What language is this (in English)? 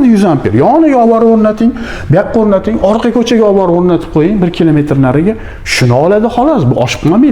Uzbek